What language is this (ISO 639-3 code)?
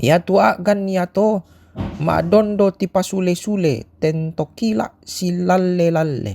sda